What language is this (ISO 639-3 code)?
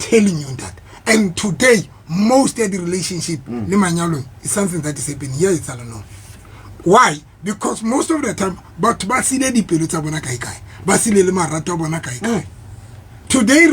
sot